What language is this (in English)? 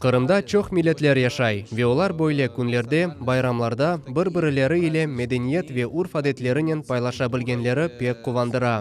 Crimean Tatar